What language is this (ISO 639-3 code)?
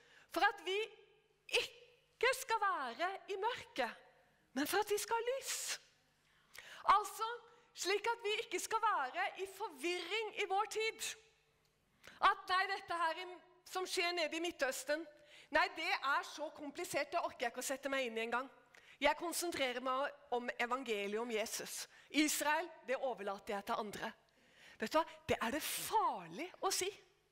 nor